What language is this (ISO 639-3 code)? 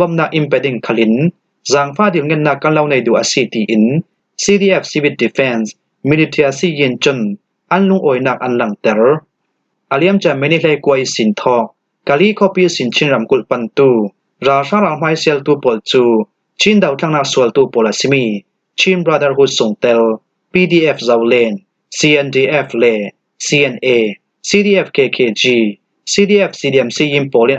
cfm